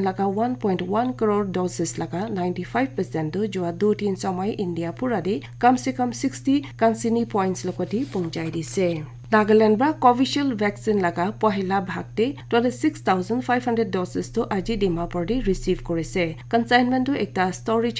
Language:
Naga Pidgin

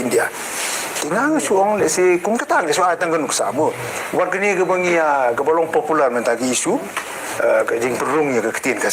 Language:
Khasi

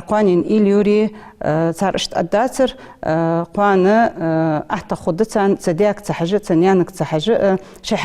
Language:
Ingush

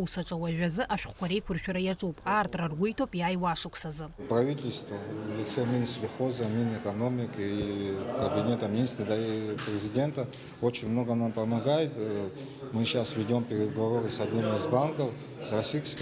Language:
Abkhazian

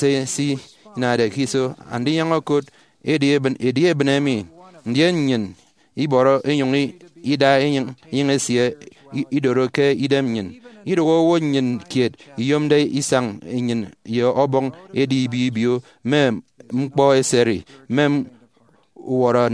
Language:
Efik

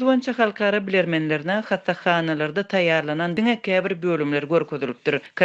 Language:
Turkmen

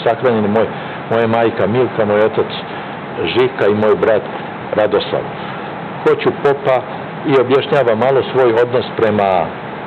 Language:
Serbian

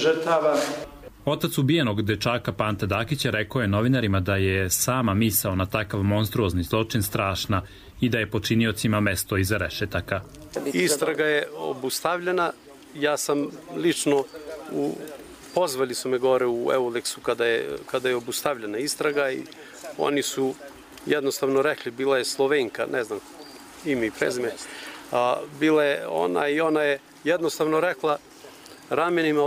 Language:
Croatian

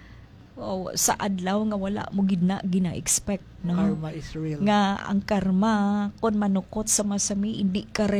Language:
Hiligaynon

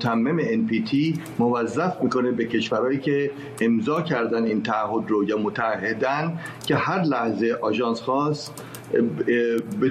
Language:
Persian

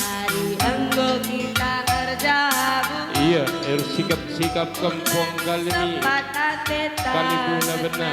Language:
Batak Karo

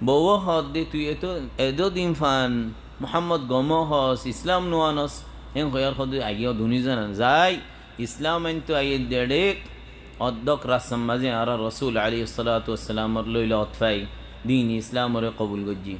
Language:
Rohingya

